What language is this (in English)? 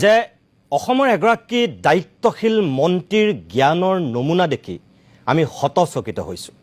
Assamese